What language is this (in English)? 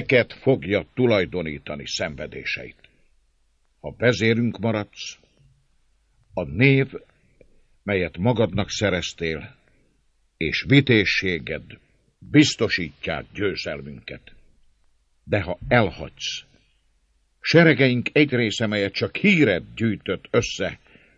Hungarian